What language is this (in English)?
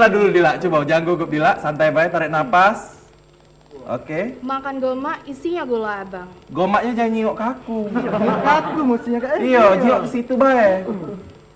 Musi